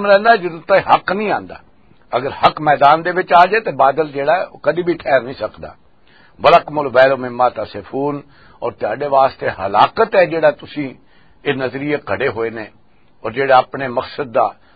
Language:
Western Panjabi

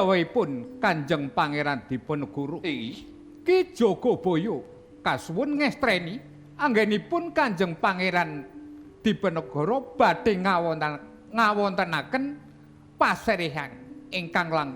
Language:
Javanese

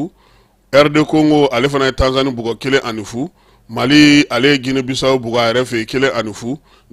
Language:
Bambara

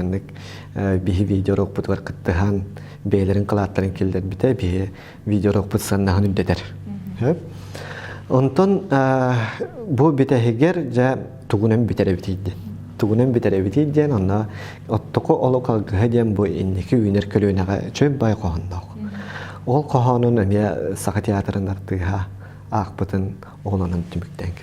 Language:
Yakut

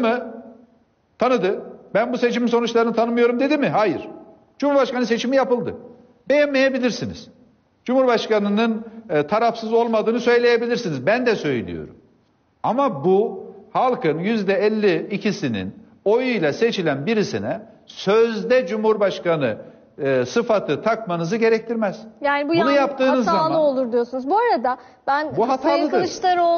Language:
Turkish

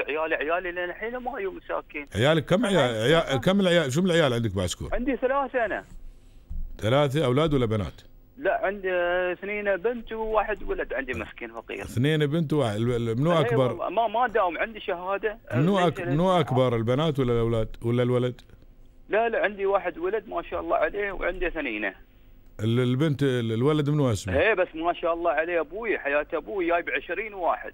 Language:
Gulf Arabic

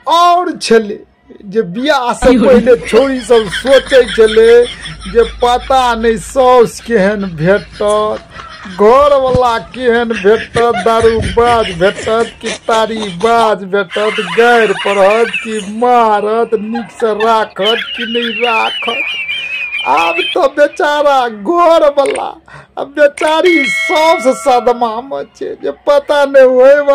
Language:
Maithili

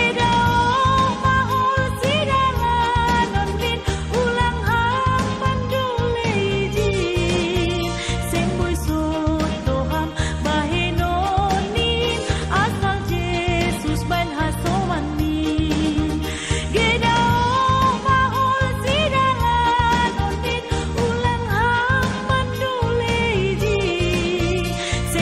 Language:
Batak Simalungun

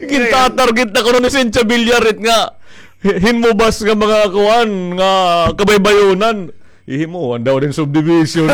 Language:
Waray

